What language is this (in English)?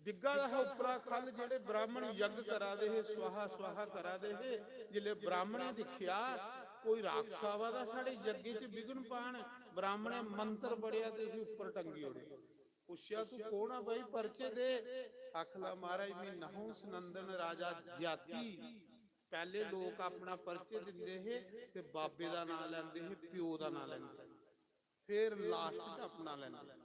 Dogri